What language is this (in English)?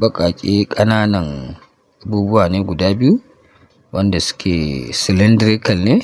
Hausa